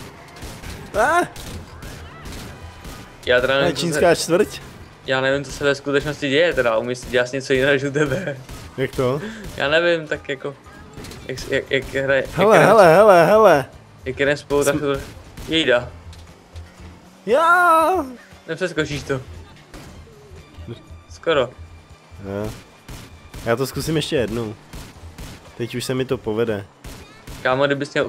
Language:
Czech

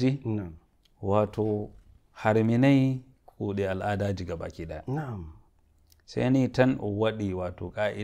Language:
Nigerian Fulfulde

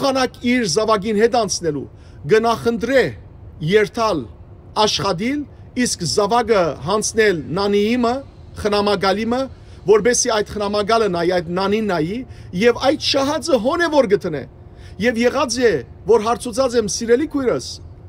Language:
Western Armenian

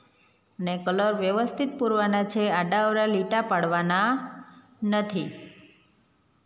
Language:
Gujarati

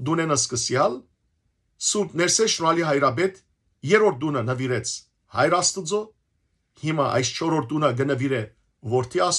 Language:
Western Armenian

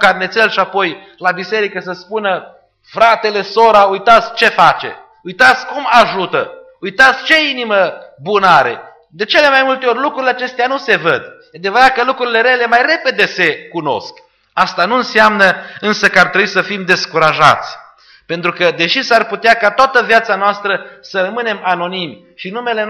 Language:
Romanian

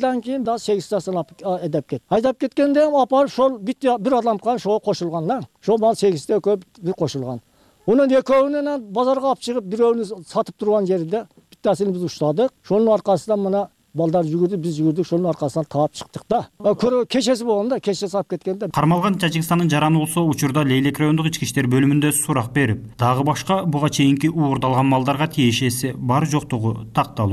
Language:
Kyrgyz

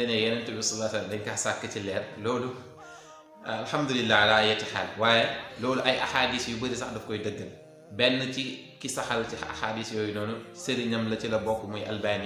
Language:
Wolof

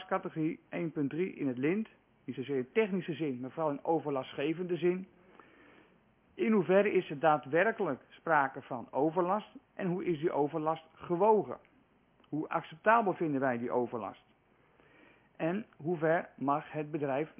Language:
Dutch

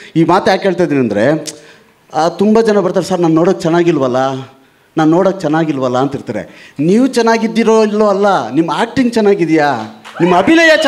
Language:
Kannada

